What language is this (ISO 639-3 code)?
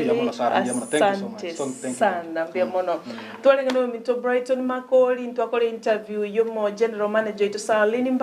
guz